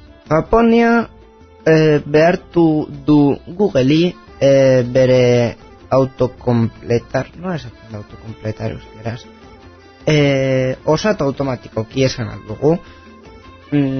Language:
Basque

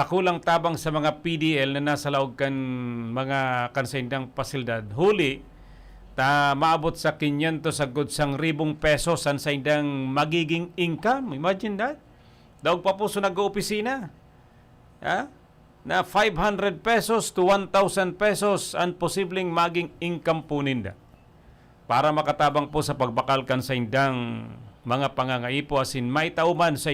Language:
Bikol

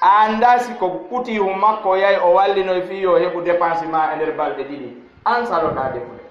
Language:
Fula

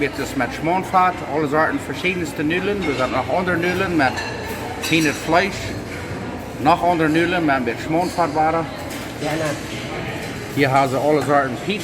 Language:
Plautdietsch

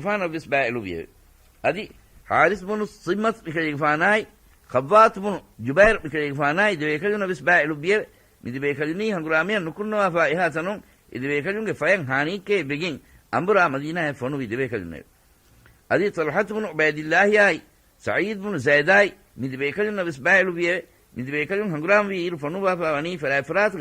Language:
Divehi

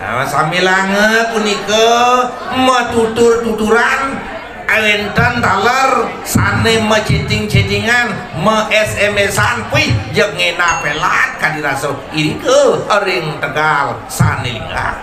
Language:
Balinese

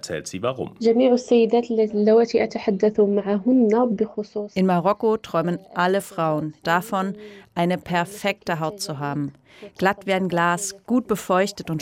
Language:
German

